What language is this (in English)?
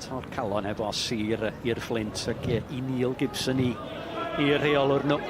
Welsh